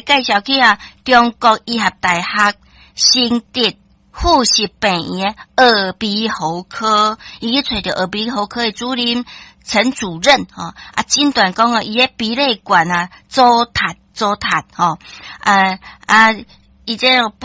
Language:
Min Nan Chinese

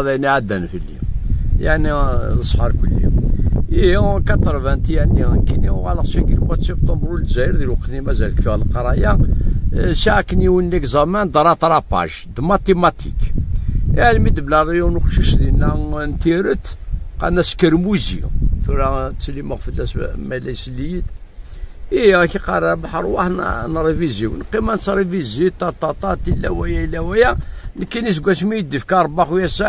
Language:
Kabyle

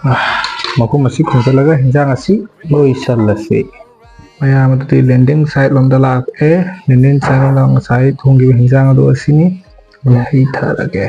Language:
Manipuri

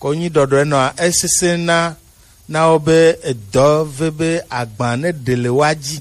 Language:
Gen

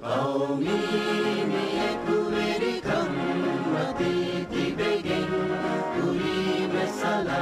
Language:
Divehi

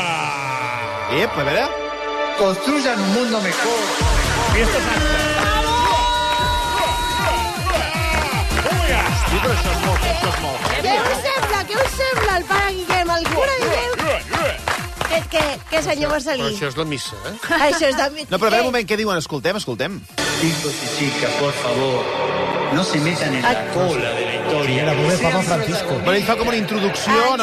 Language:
Catalan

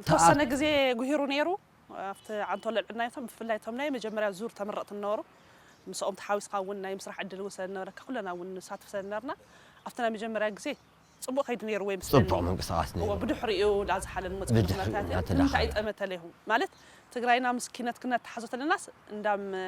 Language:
Tigrinya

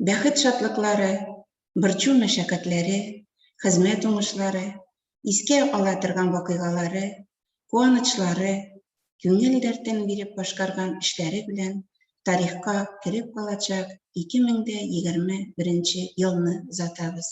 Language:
Tatar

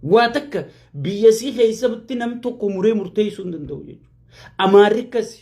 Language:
Oromo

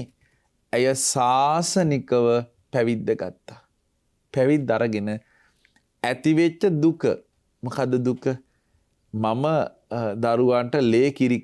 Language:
Sinhala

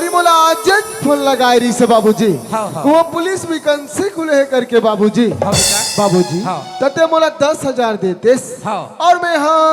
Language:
Chhattisgarhi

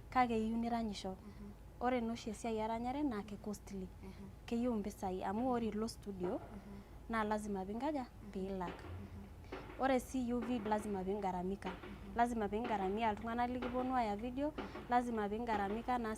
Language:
Masai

